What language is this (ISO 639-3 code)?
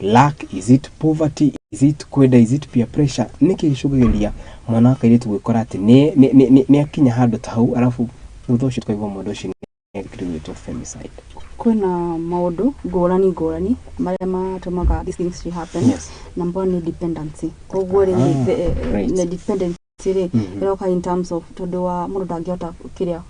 kik